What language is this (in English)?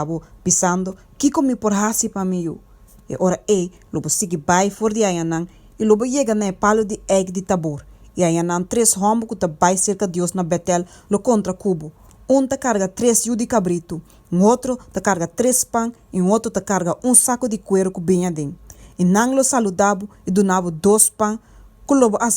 Papiamento